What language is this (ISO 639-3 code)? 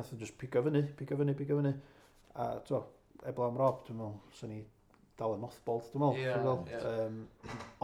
cym